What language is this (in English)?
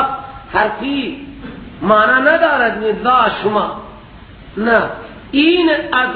Persian